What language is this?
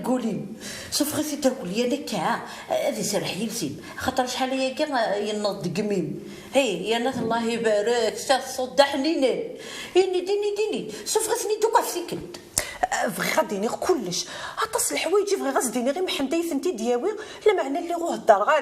Kabyle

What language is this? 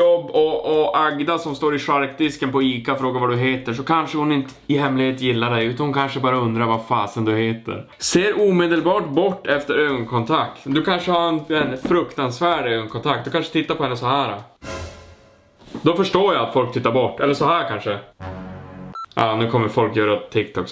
Swedish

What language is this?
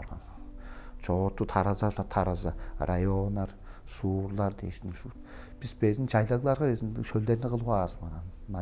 Tuvinian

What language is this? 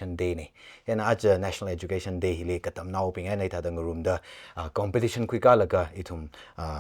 Tangkhul Naga (India)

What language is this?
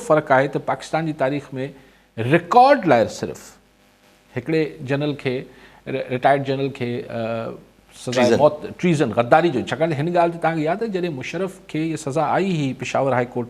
Sindhi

